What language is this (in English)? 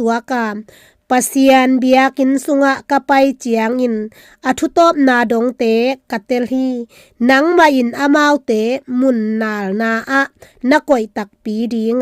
Tedim Chin